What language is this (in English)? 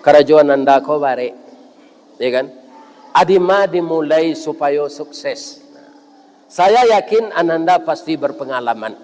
Minangkabau